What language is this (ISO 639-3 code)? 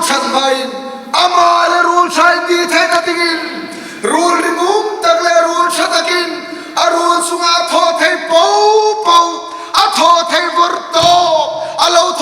hmr